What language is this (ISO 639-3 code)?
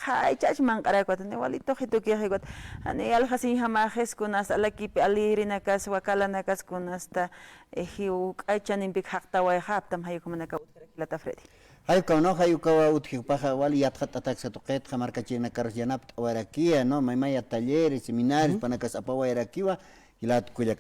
aym